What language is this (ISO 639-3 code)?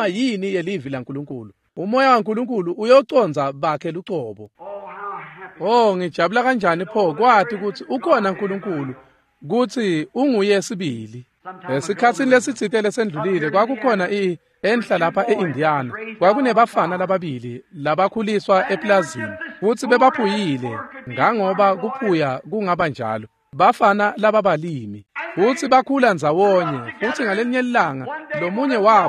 ssw